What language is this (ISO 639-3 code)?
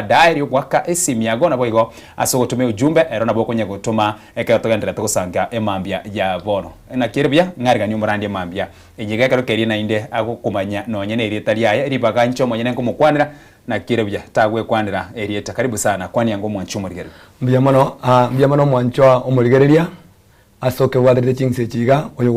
guz